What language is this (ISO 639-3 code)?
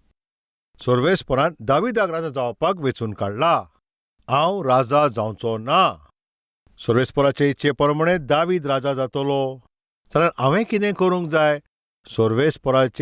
kok